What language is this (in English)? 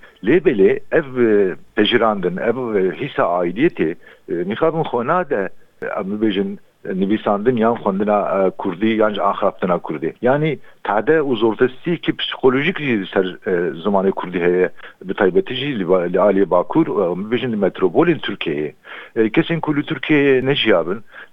Kurdish